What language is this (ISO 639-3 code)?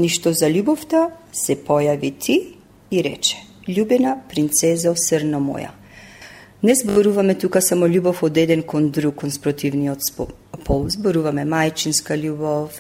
mkd